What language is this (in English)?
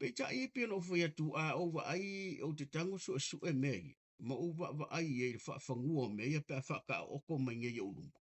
Samoan